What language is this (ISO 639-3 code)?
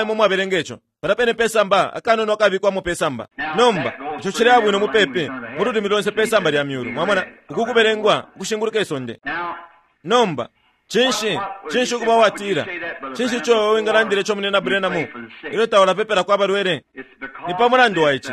bem